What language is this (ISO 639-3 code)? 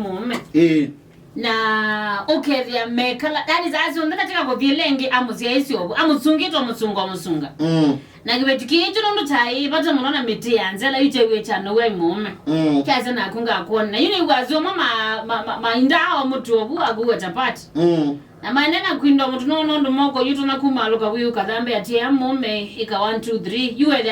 kam